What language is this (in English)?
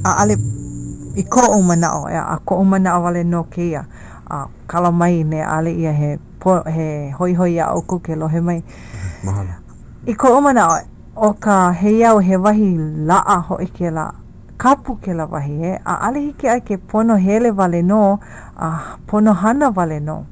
Hawaiian